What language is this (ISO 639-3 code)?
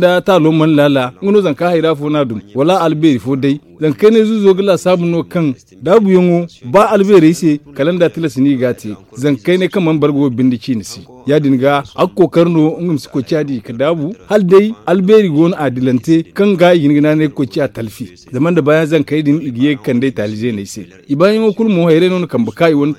dje